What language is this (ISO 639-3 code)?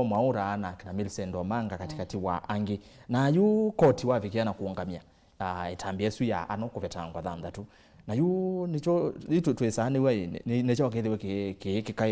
kam